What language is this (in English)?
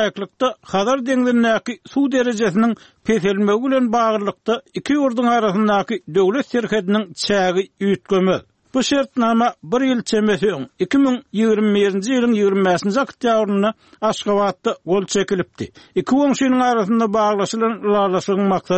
Turkmen